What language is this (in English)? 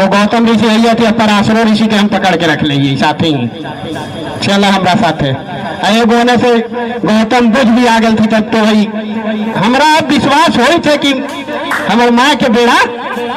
Magahi